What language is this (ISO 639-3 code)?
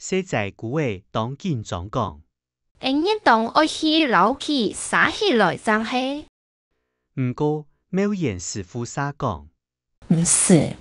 hak